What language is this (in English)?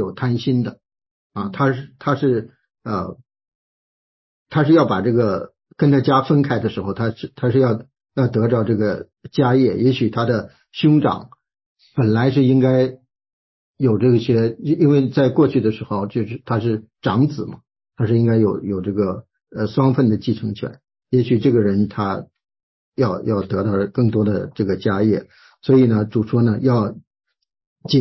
Chinese